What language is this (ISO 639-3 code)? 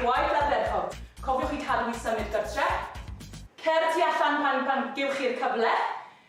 cym